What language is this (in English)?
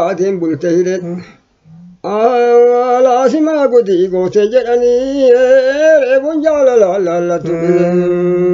Oromo